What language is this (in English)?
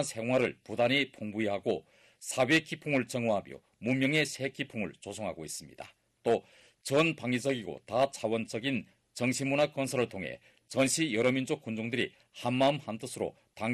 Korean